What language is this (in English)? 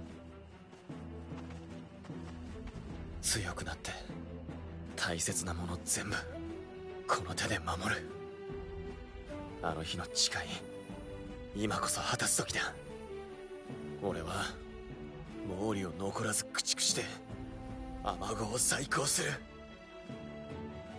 Japanese